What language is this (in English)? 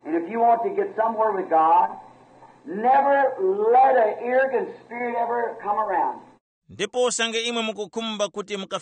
Tumbuka